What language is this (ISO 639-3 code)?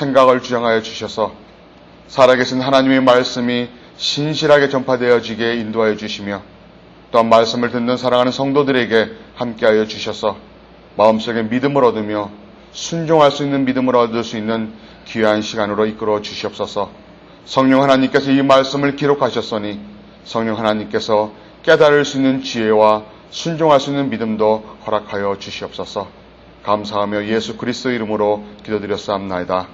kor